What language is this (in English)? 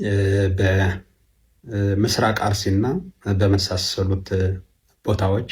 Amharic